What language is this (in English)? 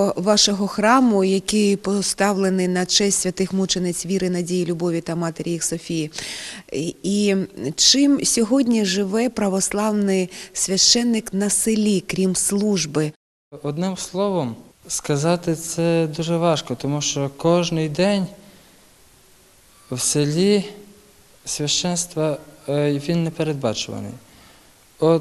Ukrainian